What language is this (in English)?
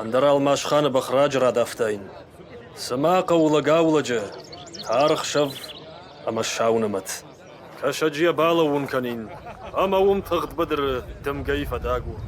Ossetic